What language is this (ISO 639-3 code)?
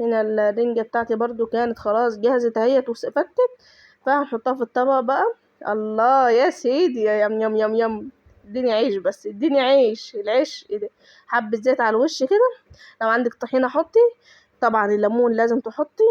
arz